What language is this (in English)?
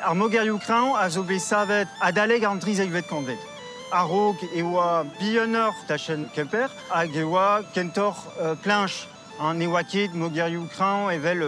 Breton